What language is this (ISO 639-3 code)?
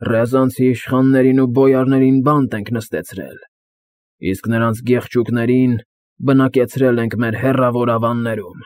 hye